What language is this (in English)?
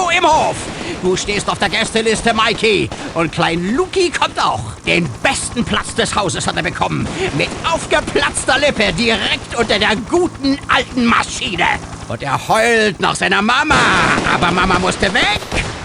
Bavarian